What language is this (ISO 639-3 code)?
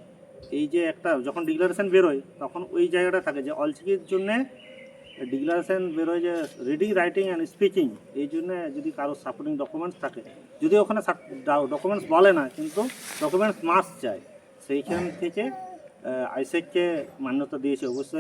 sat